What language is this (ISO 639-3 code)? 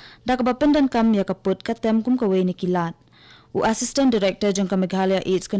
kha